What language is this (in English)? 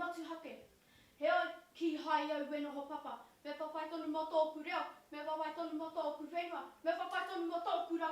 Māori